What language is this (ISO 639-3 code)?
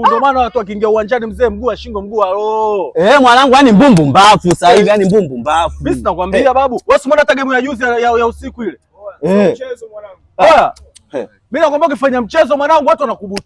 swa